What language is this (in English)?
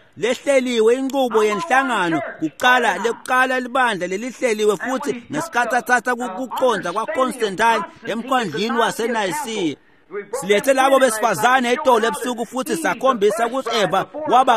Swati